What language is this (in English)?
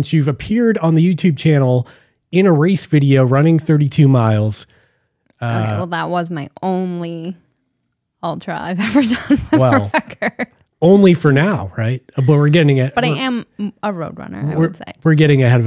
English